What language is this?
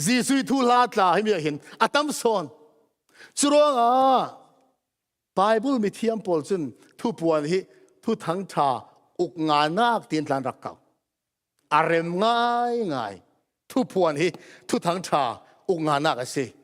Falam Chin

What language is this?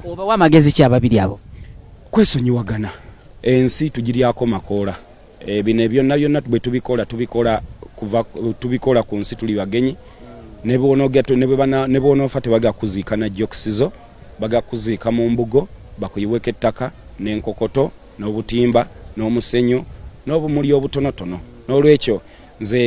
Ganda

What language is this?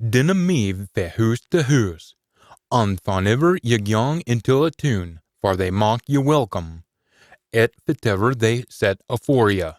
Scots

